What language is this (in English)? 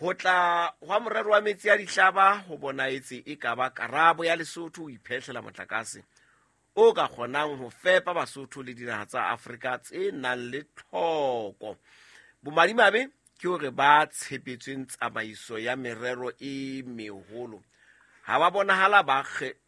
Southern Sotho